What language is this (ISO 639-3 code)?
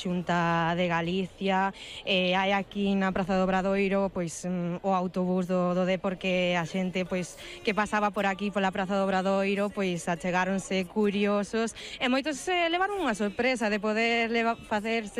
glg